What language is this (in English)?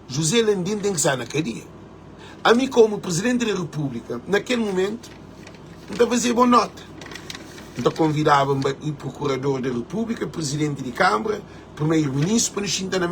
Kabuverdianu